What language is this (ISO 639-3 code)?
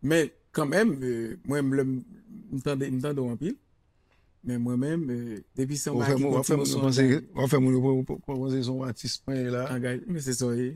hat